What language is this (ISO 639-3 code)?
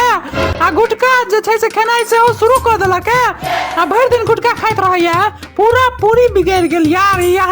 mai